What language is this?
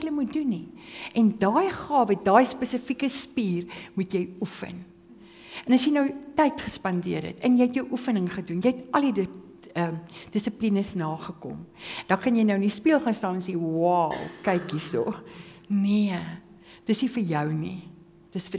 Afrikaans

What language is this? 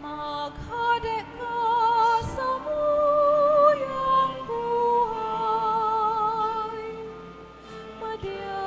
Bikol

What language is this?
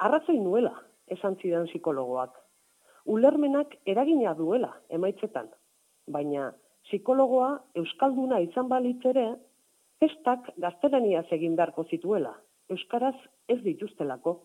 Basque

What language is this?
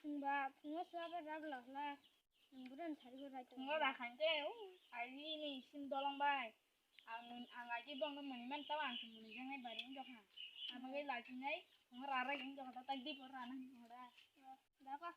Kok Borok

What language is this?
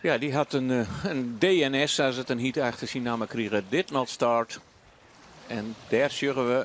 Western Frisian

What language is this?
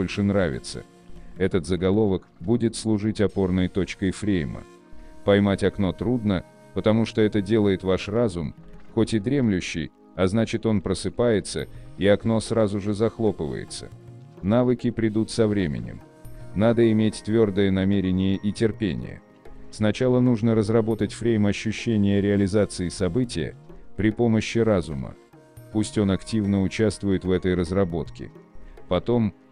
Russian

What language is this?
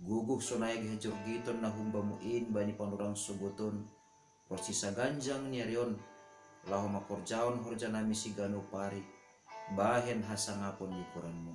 Batak Simalungun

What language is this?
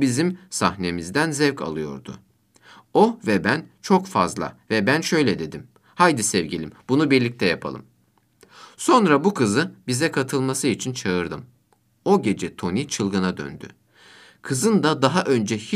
Turkish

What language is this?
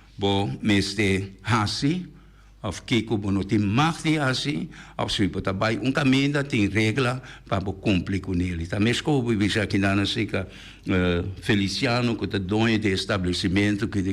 Papiamento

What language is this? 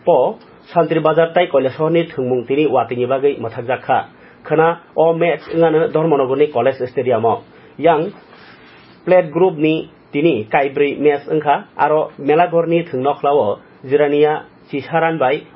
Kok Borok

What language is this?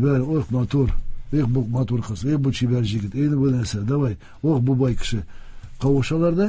Tatar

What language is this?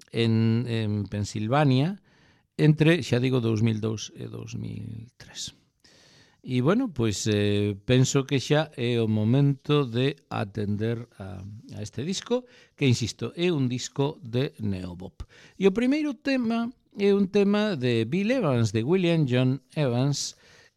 Galician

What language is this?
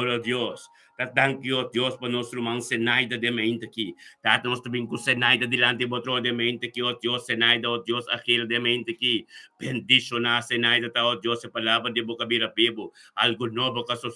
Papiamento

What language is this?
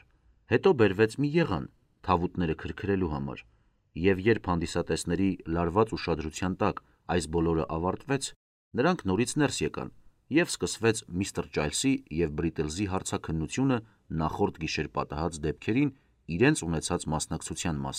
Armenian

